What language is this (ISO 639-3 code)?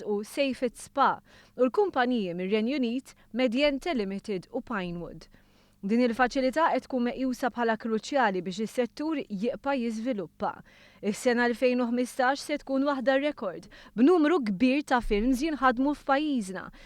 mlt